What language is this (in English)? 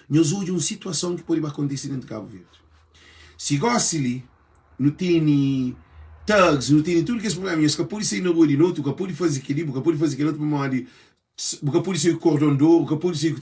Kabuverdianu